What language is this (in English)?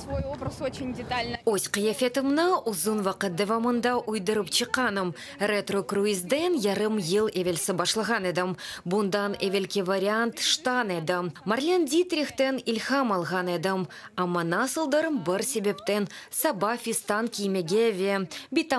Crimean Tatar